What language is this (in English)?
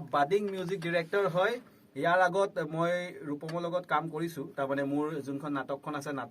Assamese